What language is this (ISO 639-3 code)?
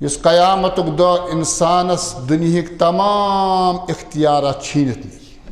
kas